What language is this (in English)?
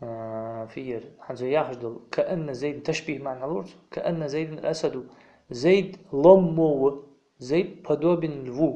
Ingush